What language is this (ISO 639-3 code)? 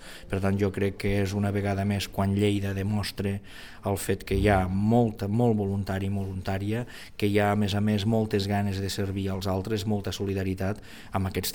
cat